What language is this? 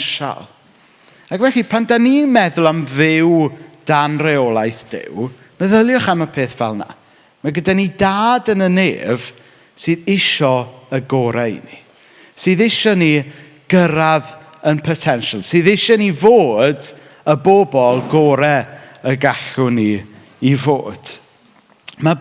Welsh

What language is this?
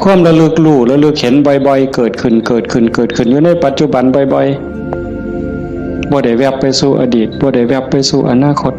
Northeastern Thai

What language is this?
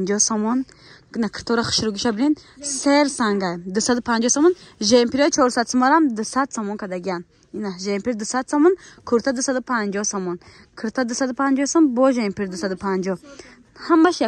Tajik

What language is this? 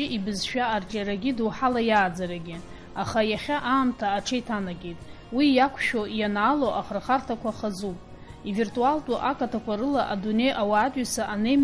Abkhazian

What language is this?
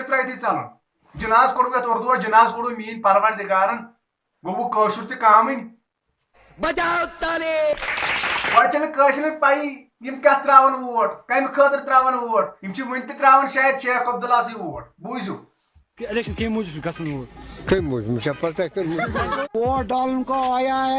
Kashmiri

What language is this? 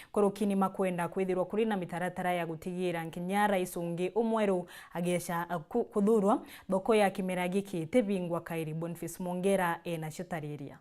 Meru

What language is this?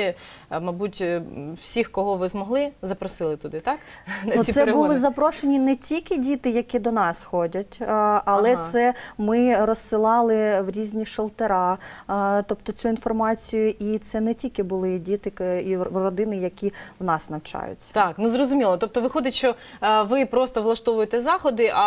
Ukrainian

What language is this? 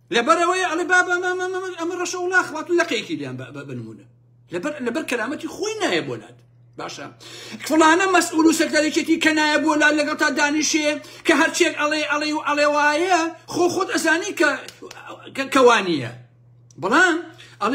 Central Kurdish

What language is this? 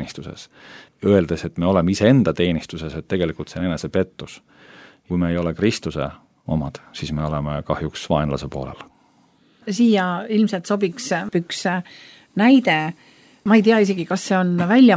Estonian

